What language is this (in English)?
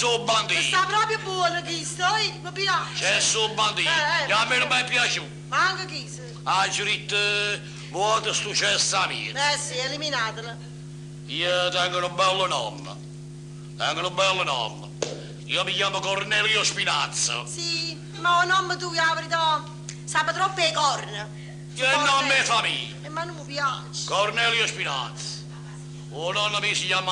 Neapolitan